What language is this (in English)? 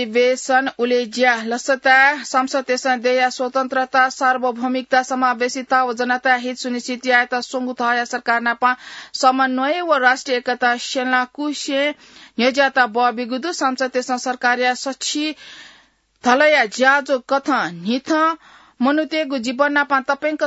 Newari